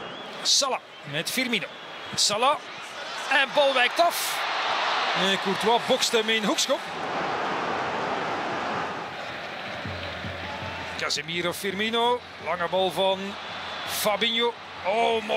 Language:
Dutch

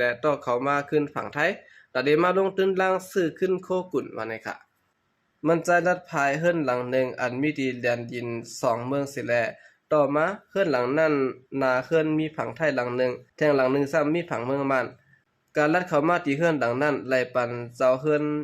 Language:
Shan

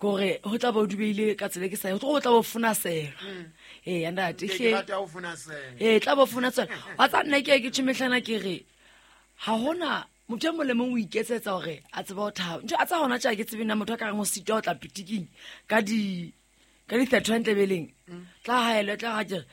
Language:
Southern Sotho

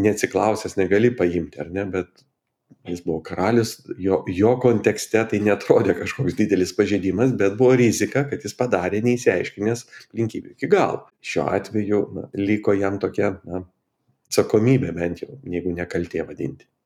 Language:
Lithuanian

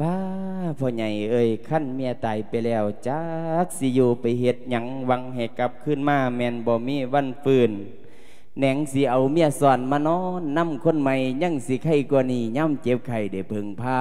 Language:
Lao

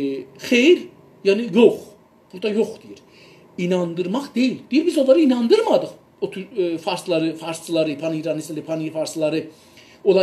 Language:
South Azerbaijani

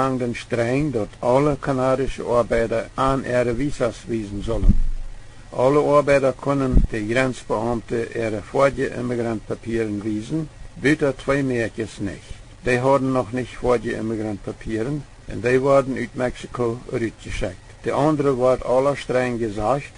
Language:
Plautdietsch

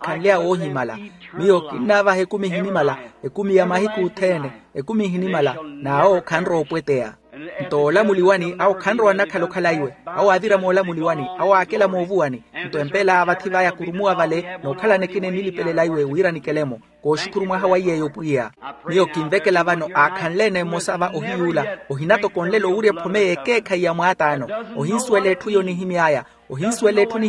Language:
Makhuwa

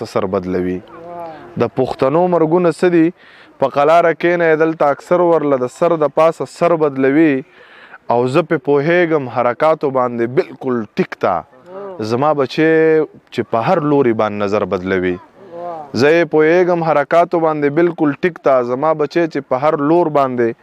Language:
Pashto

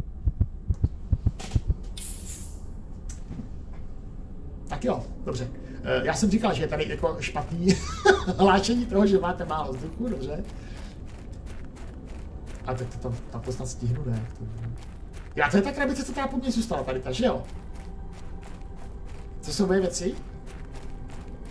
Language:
Czech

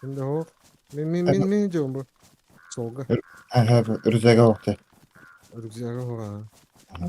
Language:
Yakut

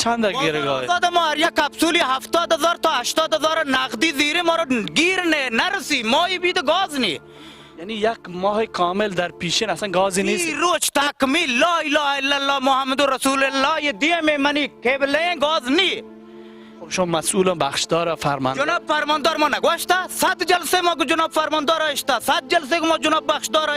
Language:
Baluchi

